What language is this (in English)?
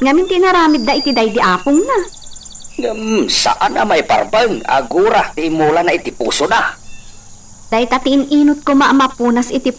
Iloko